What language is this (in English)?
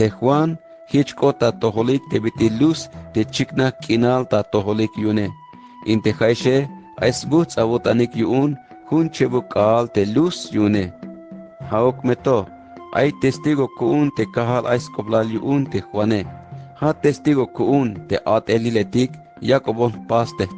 Tzeltal